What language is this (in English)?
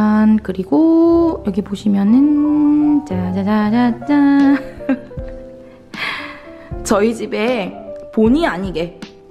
Korean